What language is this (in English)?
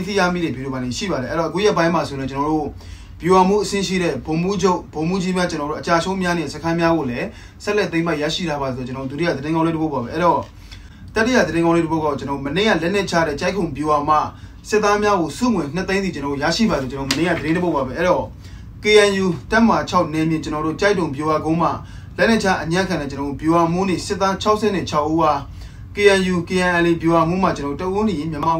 Burmese